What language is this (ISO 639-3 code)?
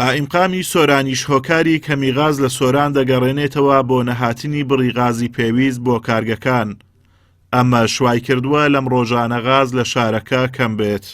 ckb